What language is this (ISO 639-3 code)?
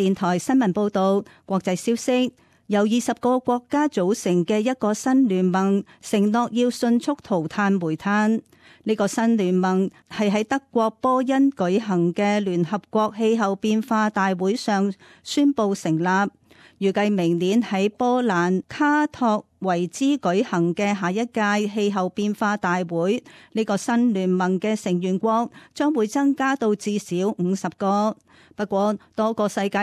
yue